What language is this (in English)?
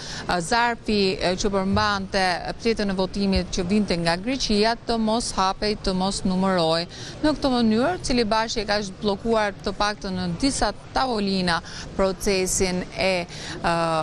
Albanian